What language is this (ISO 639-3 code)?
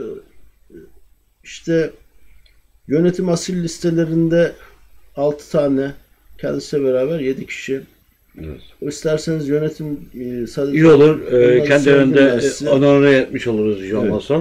tur